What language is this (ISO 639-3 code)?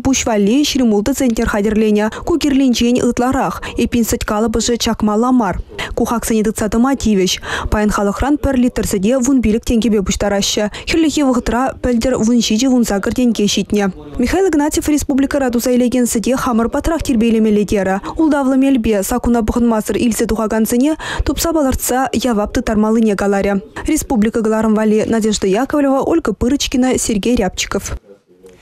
chv